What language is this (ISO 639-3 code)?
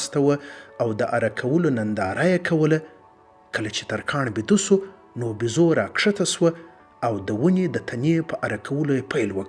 pus